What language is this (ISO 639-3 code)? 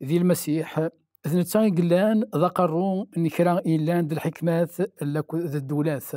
kab